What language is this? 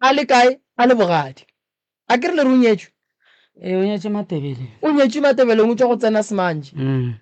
Northern Sotho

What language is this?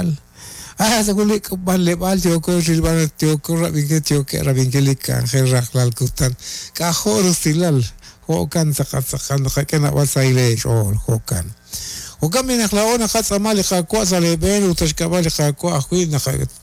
Kekchí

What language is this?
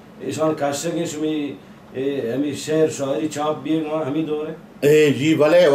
Baluchi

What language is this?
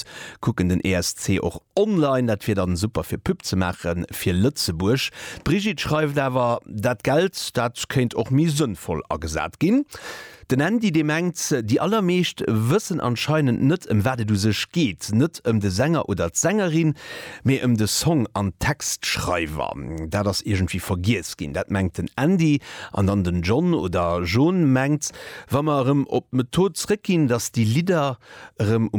Luxembourgish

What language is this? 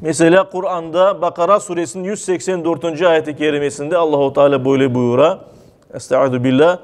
Crimean Tatar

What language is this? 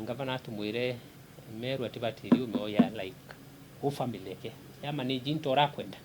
Meru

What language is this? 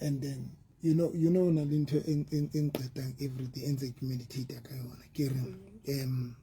Southern Sotho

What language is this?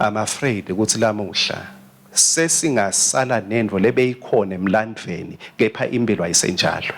Swati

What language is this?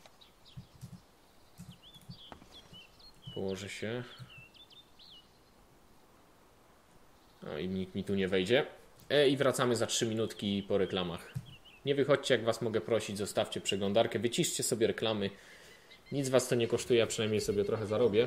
Polish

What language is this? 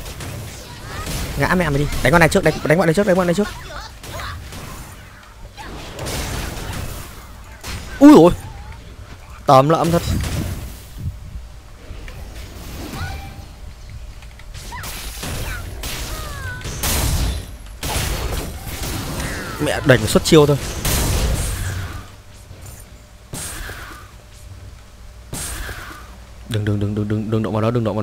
Vietnamese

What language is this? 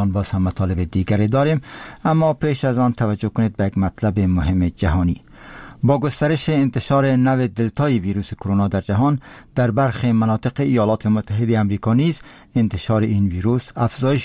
Persian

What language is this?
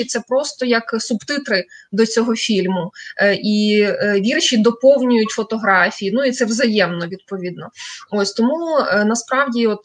Ukrainian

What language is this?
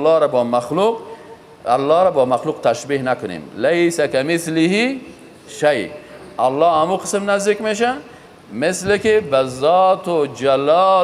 Persian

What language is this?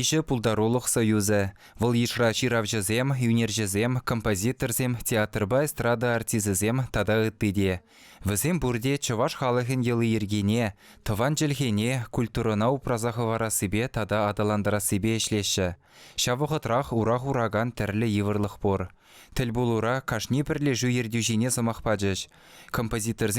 Chuvash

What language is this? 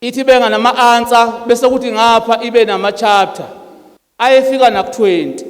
Zulu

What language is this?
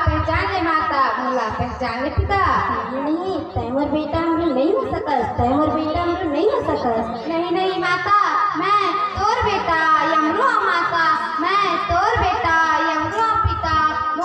Chhattisgarhi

